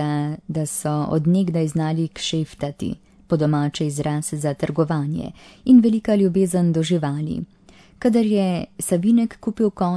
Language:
Slovenian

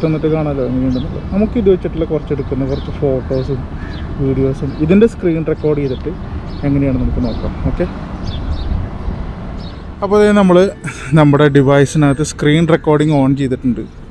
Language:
Malayalam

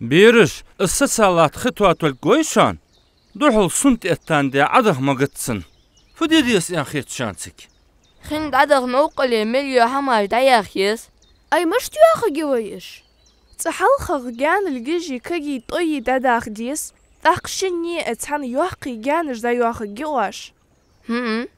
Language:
Ingush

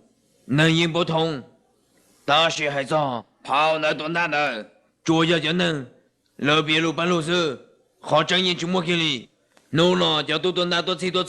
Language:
Hmong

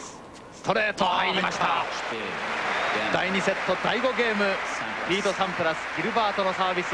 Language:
Japanese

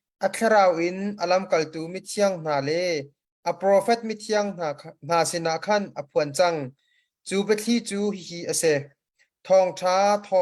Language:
Hakha Chin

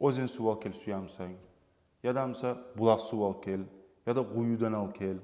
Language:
Kumyk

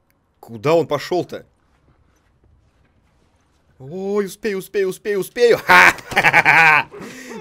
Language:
Russian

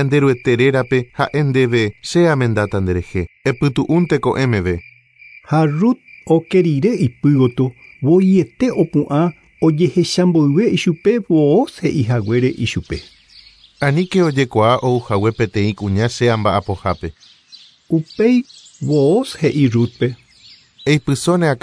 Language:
Guarani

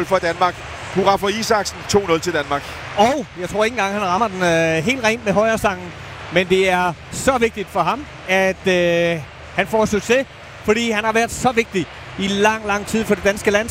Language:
Danish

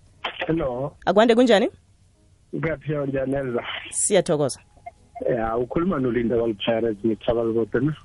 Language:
South Ndebele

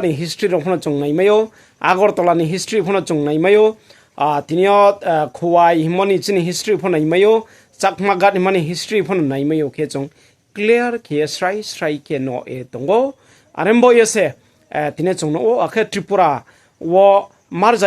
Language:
Riang (India)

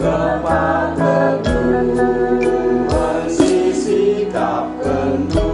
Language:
Batak Karo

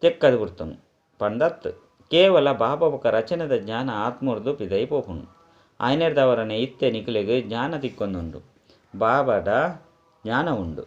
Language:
Tulu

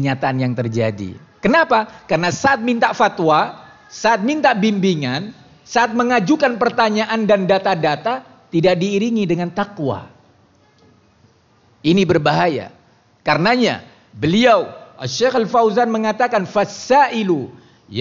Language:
Indonesian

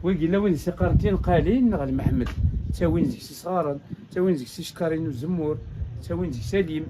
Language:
Kabyle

